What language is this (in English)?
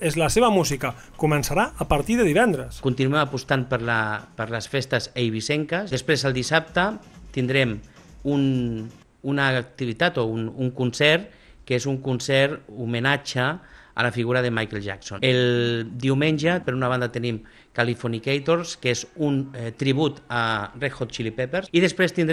Catalan